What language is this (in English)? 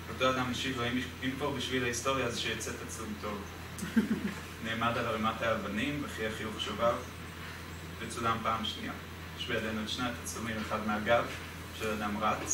Hebrew